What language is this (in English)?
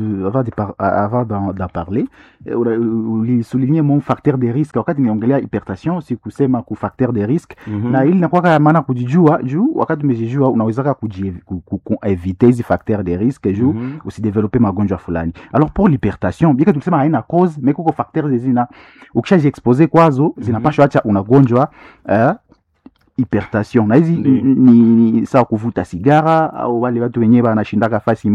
Swahili